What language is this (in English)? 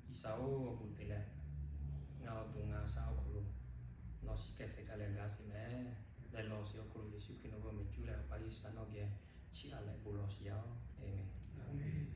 Lahu